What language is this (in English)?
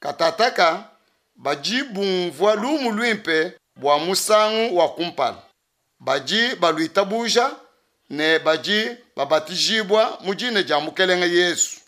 Luba-Lulua